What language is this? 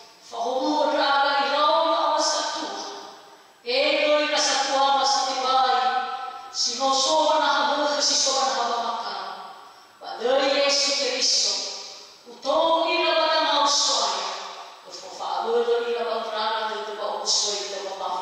Nias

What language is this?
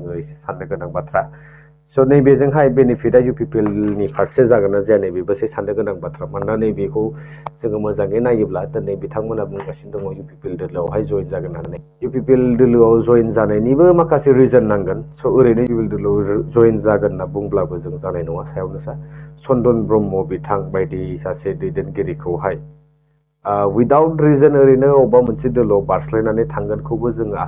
Bodo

